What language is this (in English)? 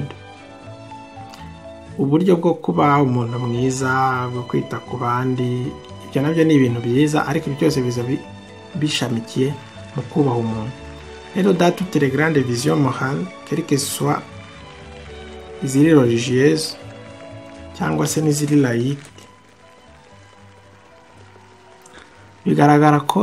Kinyarwanda